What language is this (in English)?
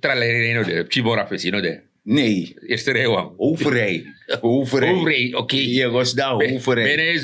Sranan Tongo